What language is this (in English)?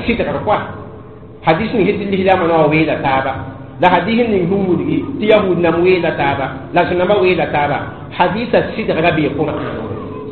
Mossi